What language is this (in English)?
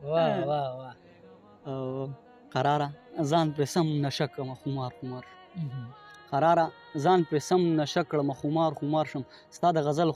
Pashto